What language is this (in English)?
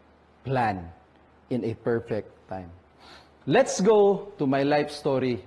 Cebuano